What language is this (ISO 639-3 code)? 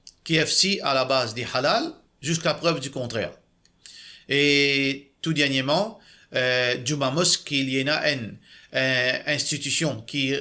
mfe